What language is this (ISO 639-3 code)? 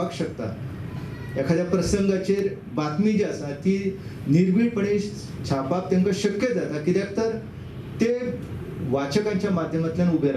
kok